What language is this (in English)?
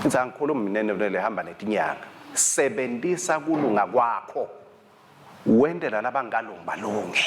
Swati